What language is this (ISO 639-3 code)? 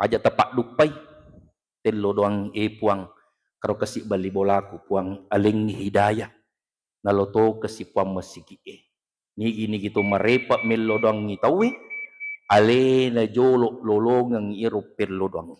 bug